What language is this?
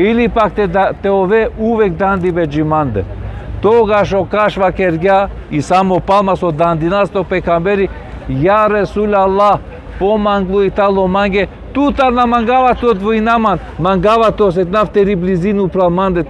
Balkan Romani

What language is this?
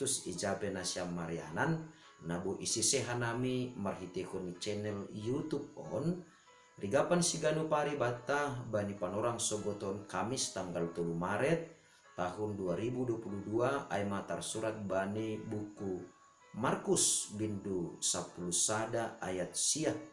Batak Simalungun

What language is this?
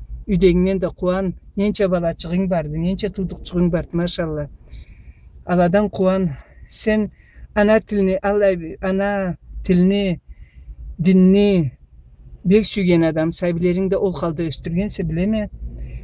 Karachay-Balkar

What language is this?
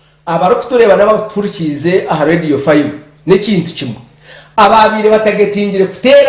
Nyankole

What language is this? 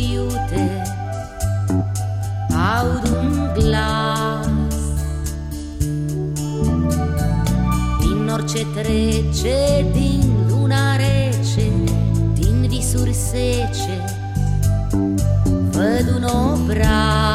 Romanian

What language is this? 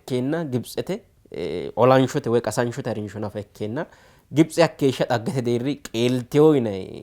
Sidamo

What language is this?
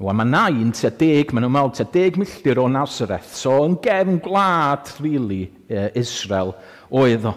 Welsh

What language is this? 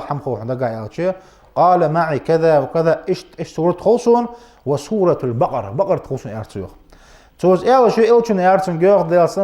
Ingush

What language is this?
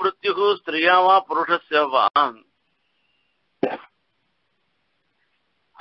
Tamil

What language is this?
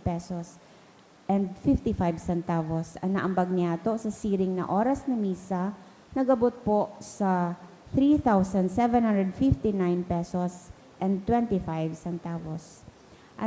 Bikol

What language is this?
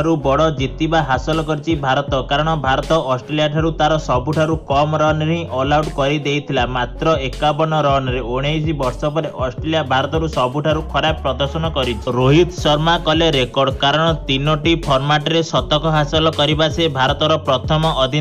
Odia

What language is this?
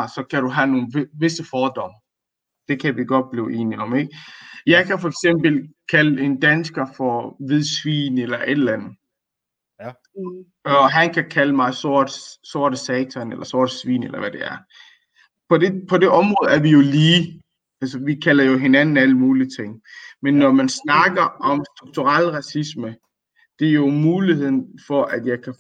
Danish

